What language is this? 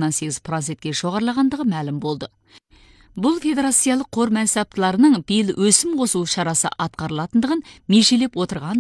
Kazakh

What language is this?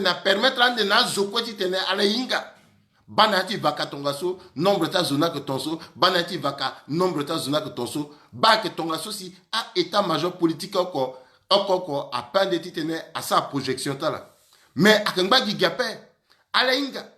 Sango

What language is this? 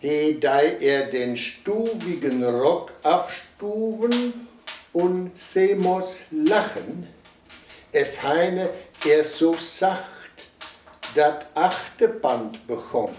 Westphalien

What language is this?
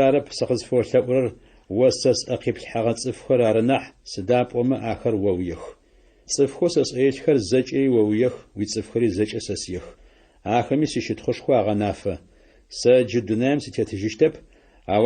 Adyghe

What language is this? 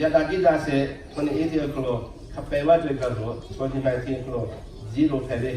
Lahu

